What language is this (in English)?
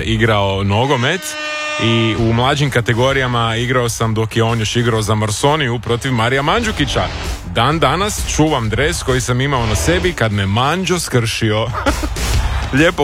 Croatian